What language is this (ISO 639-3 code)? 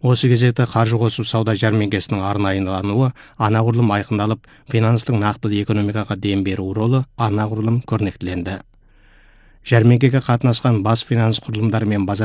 kaz